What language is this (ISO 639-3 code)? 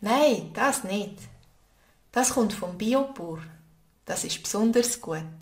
gsw